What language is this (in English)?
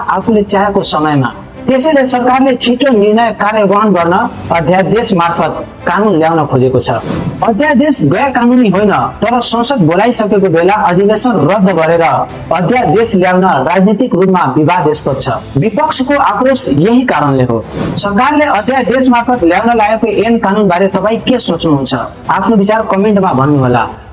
Nepali